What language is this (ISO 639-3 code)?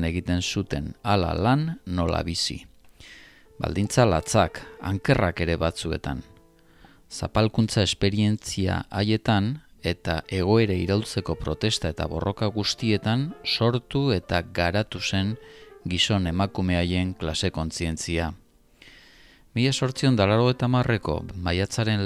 eus